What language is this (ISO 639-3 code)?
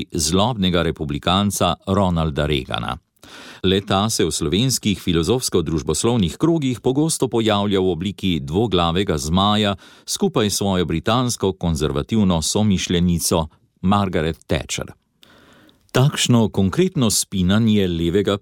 slv